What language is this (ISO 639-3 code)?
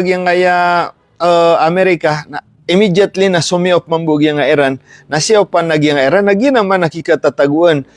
mrw